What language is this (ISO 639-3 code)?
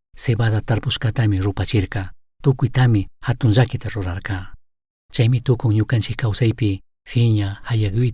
qug